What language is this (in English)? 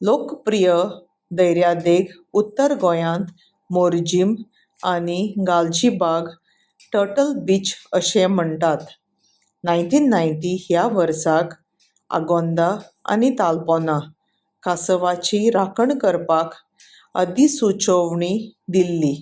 Konkani